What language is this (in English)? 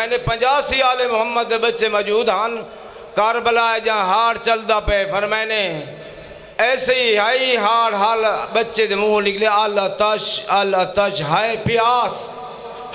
Saraiki